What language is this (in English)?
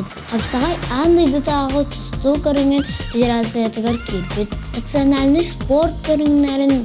Yakut